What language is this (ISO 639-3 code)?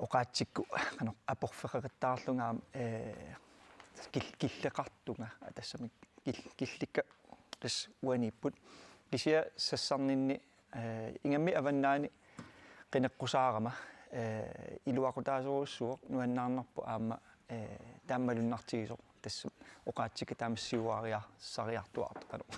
kal